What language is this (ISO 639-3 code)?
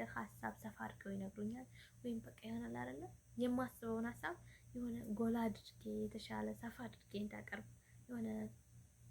amh